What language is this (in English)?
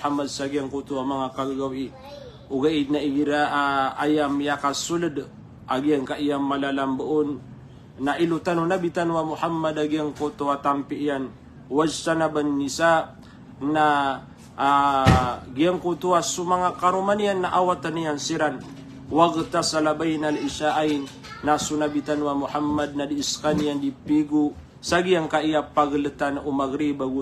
Maranao